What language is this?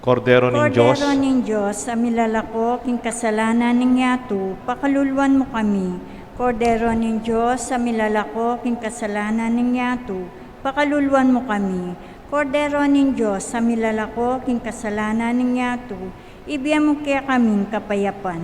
Pampanga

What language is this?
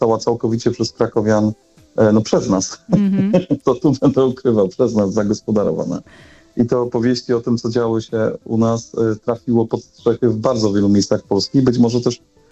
Polish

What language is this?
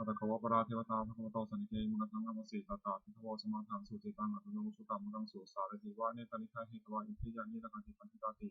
Pali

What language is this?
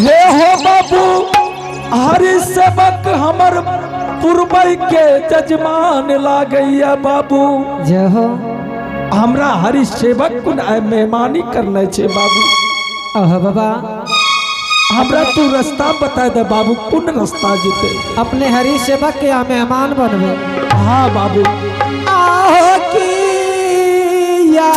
Angika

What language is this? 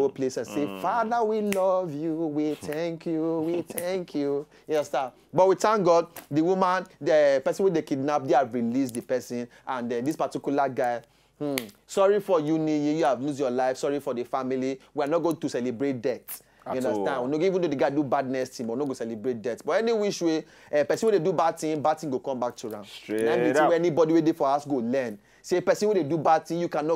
Nigerian Pidgin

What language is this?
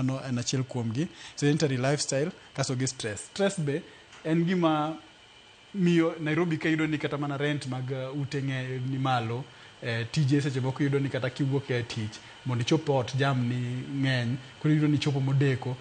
Luo (Kenya and Tanzania)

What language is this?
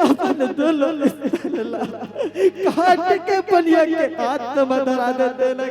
Chhattisgarhi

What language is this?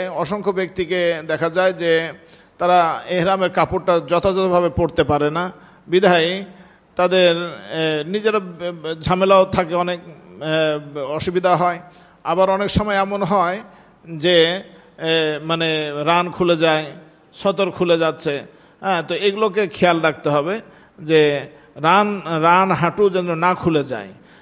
Bangla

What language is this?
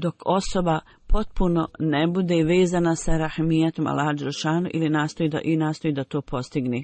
Bosnian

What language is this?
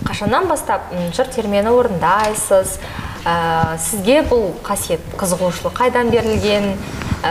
Kazakh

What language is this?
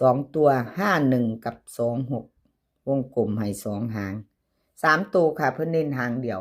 Northeastern Thai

